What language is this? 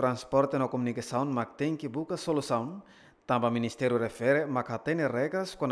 Tetum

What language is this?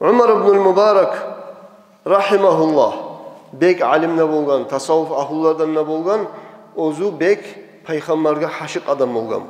Kumyk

